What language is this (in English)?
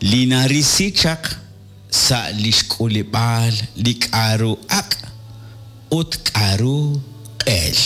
Kekchí